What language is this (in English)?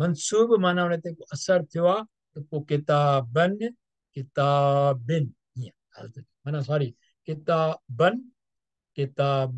Sindhi